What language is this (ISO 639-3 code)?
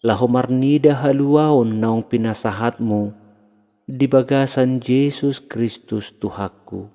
bbc